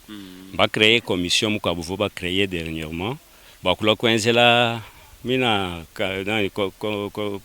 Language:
Luba-Lulua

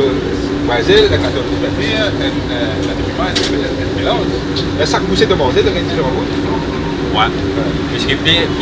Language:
Morisyen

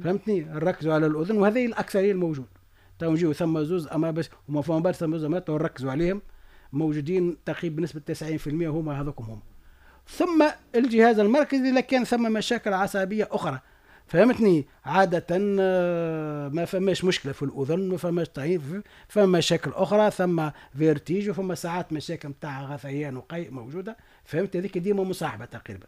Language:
Tunisian Arabic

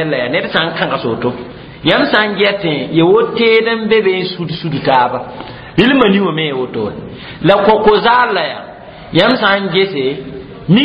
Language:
Mossi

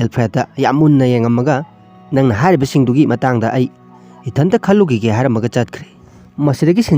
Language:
Manipuri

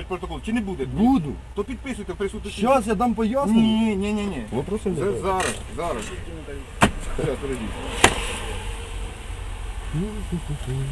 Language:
Ukrainian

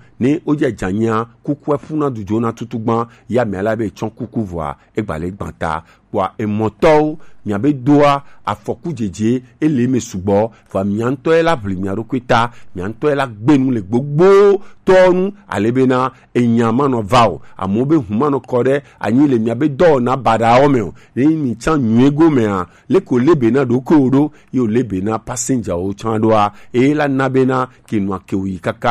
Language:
Gen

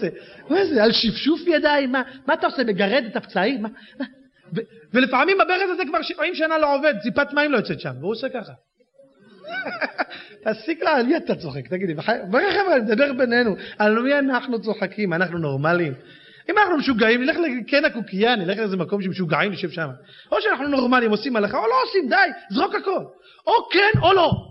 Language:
Hebrew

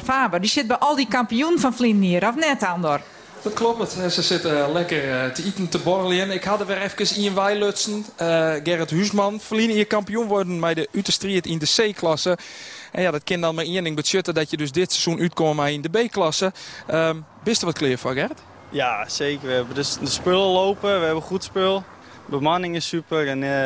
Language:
Western Frisian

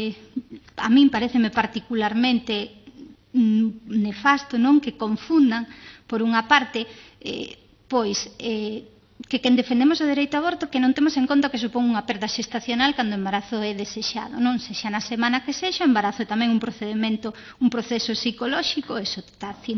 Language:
Galician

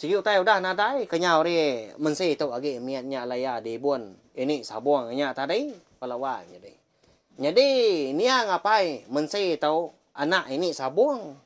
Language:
Iban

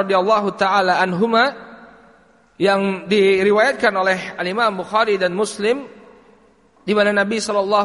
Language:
Indonesian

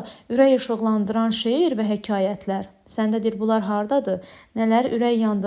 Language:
Azerbaijani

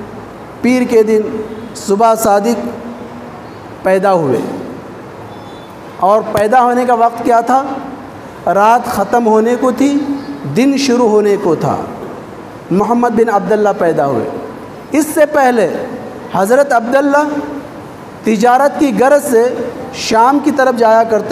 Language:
Urdu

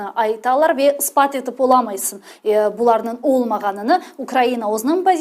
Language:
Crimean Tatar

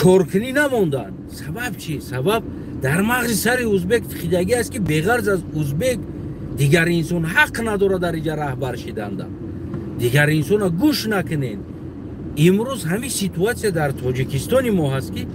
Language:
Tajik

